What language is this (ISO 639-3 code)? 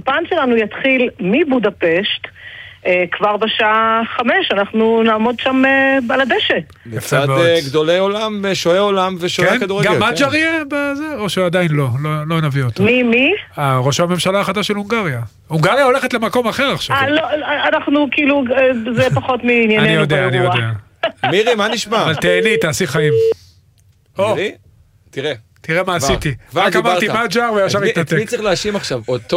heb